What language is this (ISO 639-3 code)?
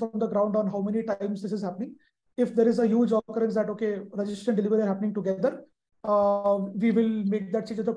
eng